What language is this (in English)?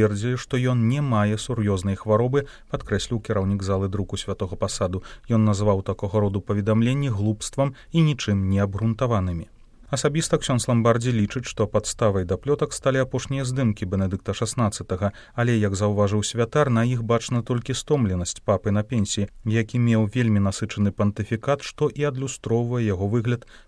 Belarusian